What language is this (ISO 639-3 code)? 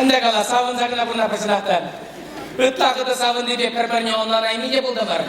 chv